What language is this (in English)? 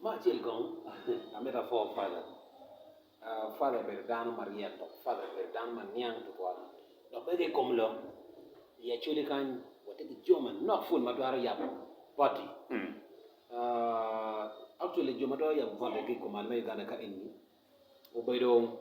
Acoli